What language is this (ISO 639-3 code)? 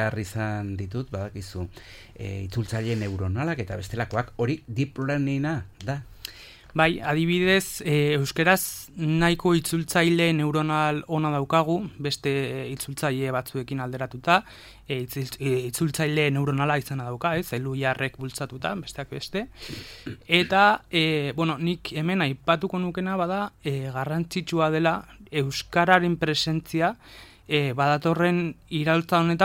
eus